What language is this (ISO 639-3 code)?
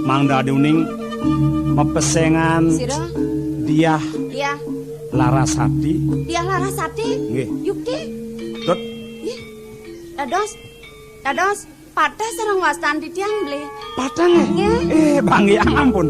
ban